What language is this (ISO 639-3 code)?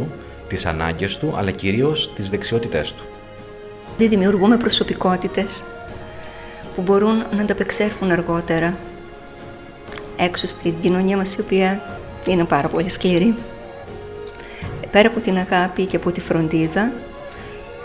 ell